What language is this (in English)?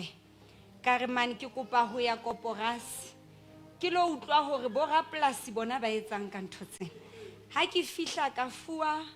Southern Sotho